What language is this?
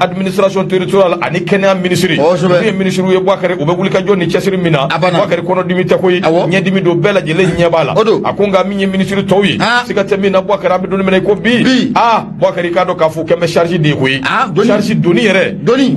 Bambara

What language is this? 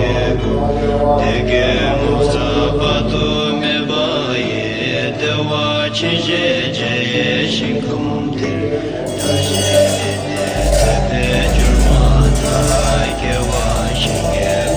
Tibetan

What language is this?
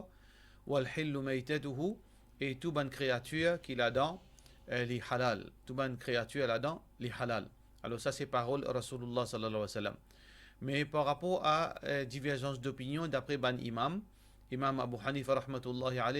Morisyen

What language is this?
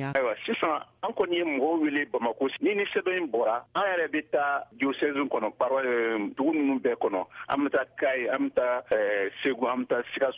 Bambara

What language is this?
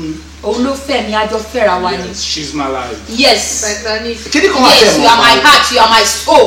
Yoruba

